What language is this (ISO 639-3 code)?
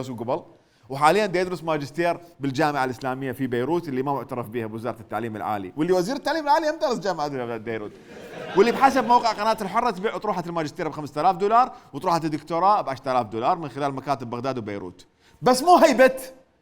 acm